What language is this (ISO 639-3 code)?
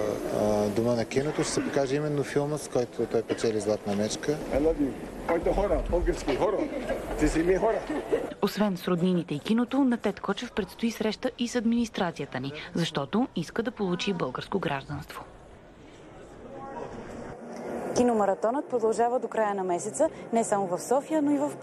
bul